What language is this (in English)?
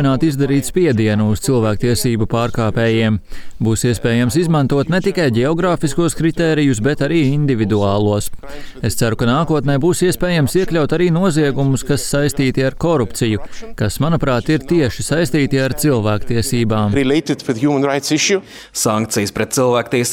Latvian